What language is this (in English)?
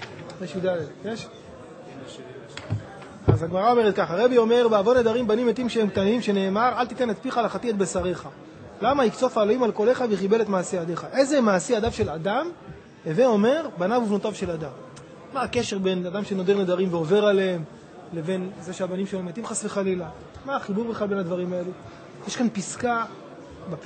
Hebrew